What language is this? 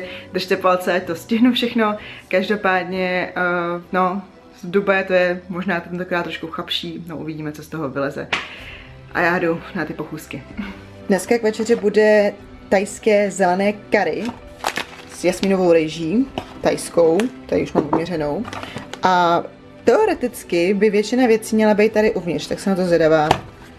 Czech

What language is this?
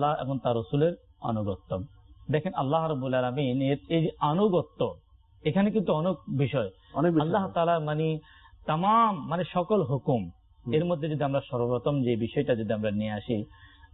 Bangla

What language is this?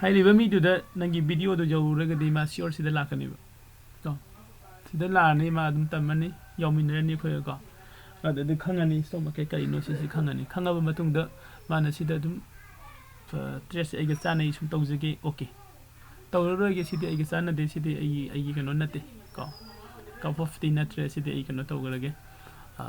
Manipuri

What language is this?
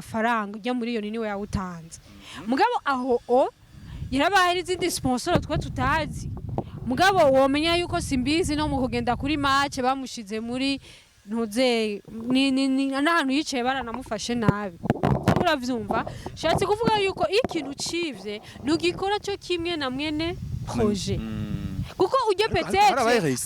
Rundi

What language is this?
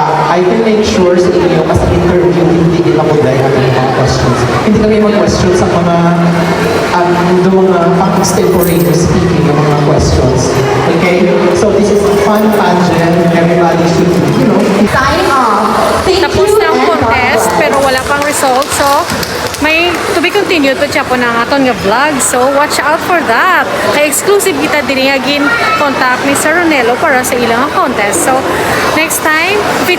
Hiligaynon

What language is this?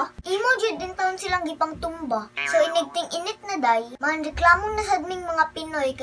Cebuano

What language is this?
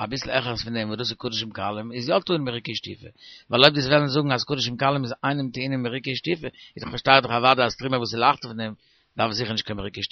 Yiddish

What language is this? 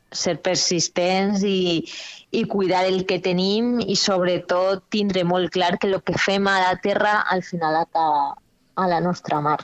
Catalan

